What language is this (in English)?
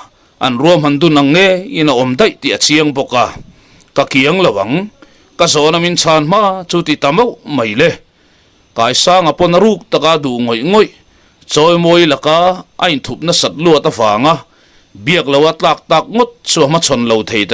Mizo